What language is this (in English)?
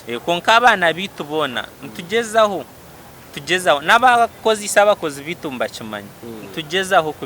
Nyankole